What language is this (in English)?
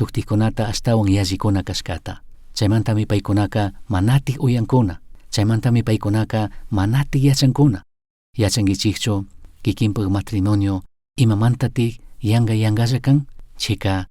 Chimborazo Highland Quichua